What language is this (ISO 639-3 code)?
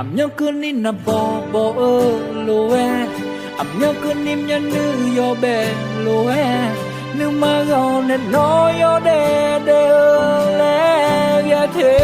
ahk